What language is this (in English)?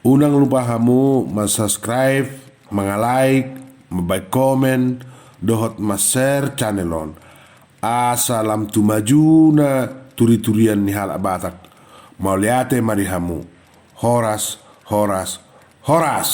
Batak Toba